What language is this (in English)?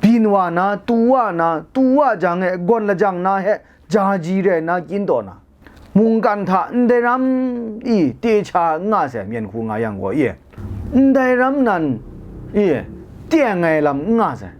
Kachin